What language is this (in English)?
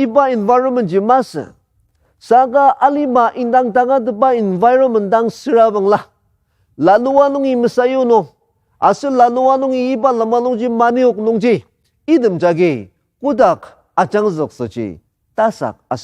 Ao Naga